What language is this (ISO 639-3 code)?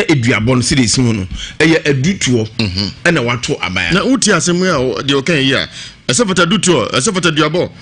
aka